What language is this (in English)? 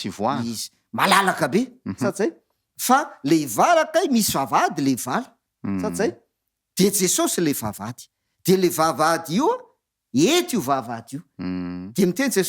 Malagasy